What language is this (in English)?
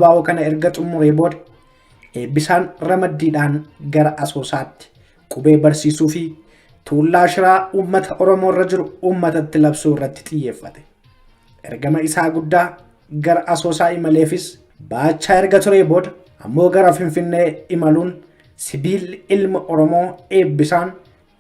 Oromo